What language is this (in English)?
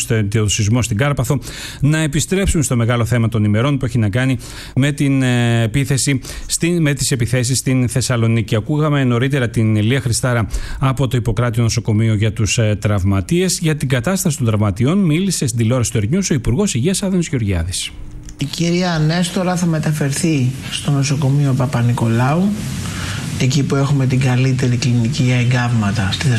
Greek